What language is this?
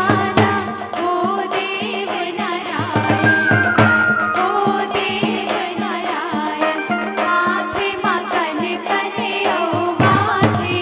Chhattisgarhi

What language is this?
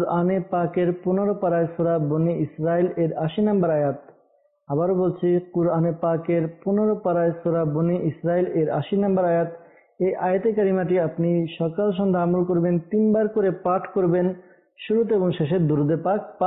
Bangla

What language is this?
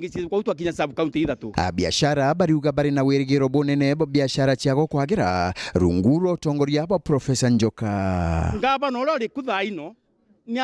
Meru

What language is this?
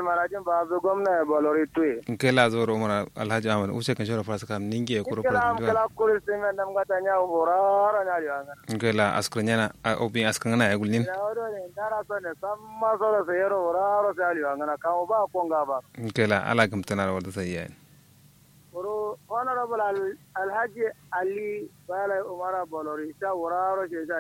Kanuri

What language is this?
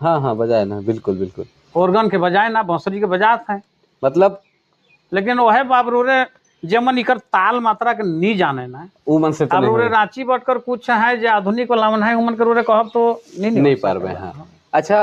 Sadri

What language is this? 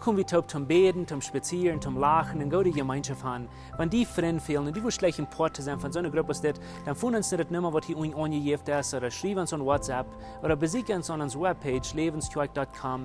Plautdietsch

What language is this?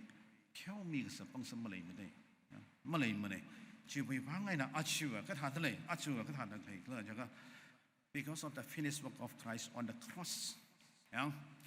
Tangkhul Naga (India)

